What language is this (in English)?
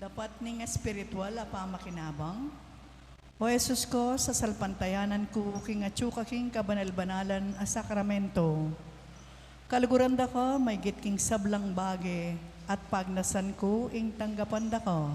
Pampanga